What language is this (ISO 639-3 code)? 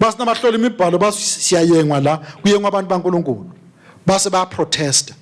ssw